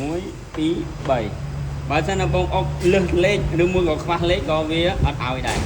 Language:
Khmer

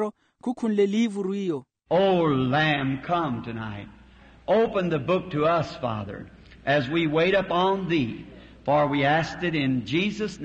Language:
Makhuwa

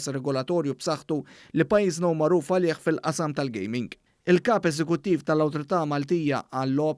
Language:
Maltese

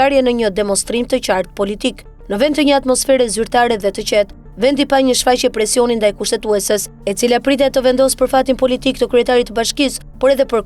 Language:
Albanian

